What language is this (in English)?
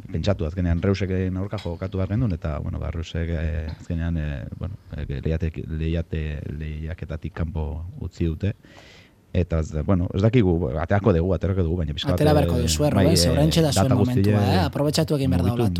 Basque